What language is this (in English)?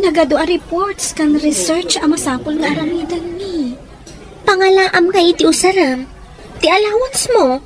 Iloko